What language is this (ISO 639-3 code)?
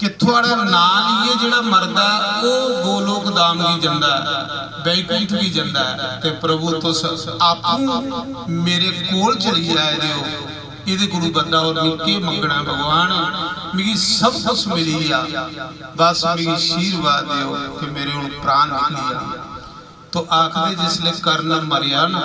doi